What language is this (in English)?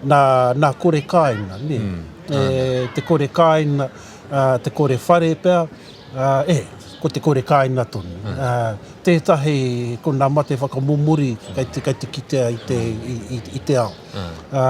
Māori